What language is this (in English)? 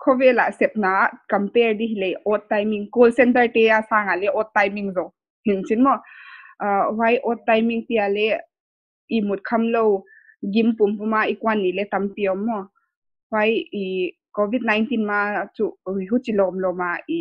Paite Chin